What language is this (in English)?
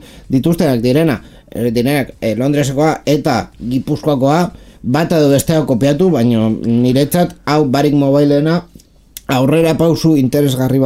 Basque